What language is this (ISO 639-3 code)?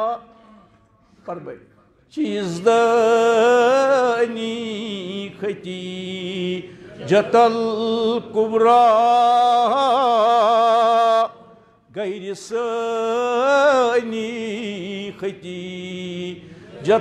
kas